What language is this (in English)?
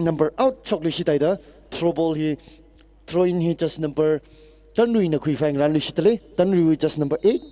Tangkhul Naga (India)